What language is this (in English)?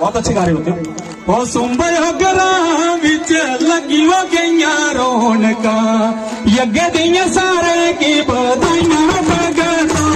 Dogri